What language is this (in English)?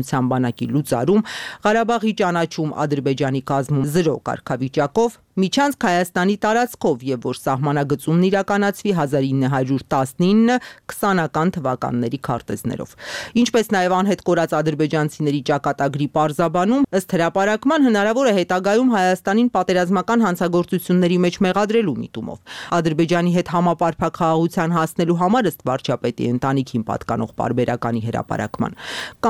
Armenian